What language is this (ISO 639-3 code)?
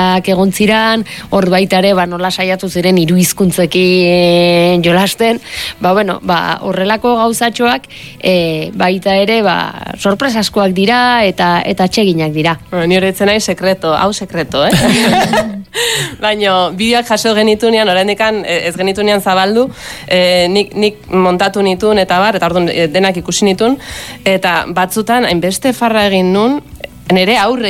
eus